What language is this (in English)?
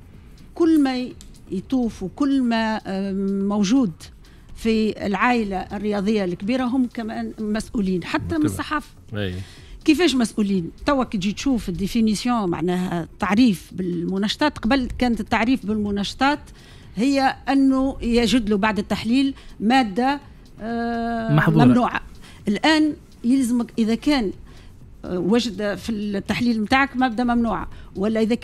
Tunisian Arabic